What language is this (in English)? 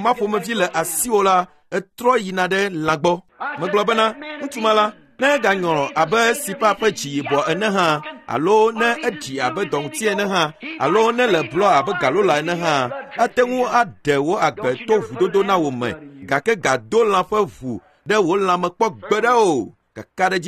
Ewe